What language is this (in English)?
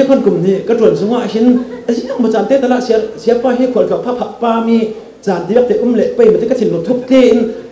Falam Chin